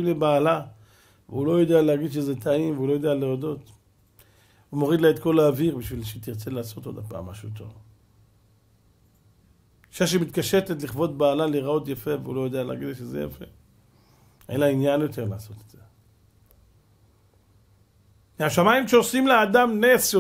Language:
Hebrew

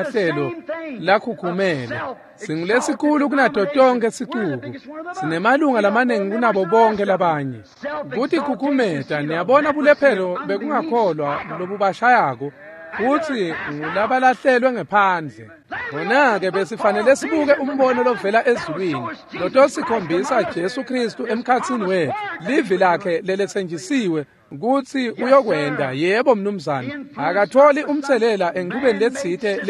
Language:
Swati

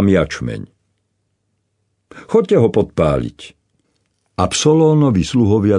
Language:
Slovak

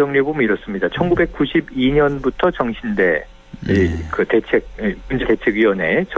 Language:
Korean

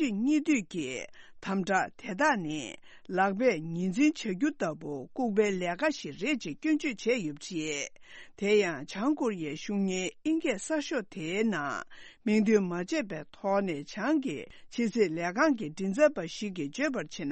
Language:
Tibetan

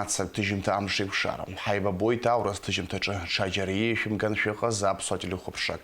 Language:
Abkhazian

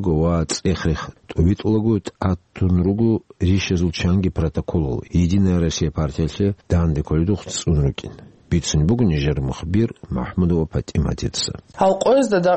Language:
Avaric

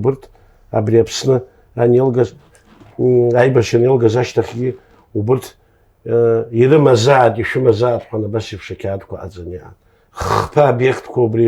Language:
Abkhazian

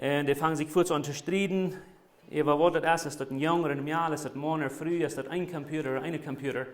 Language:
Plautdietsch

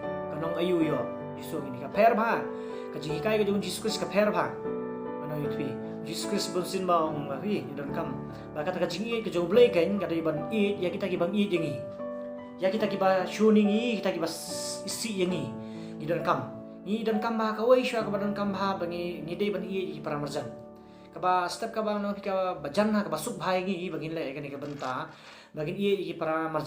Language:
Khasi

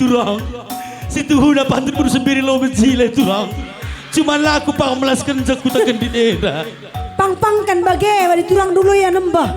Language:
Batak Karo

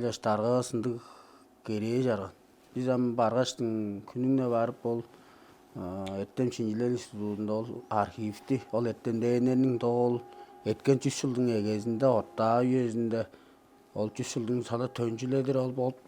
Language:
Tuvinian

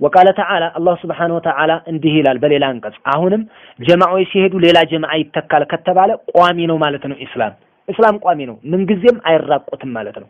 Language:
Amharic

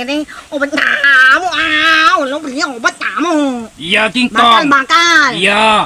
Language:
Madurese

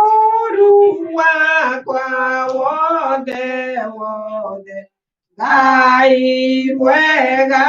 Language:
Kikuyu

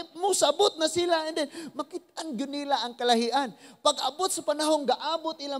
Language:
Cebuano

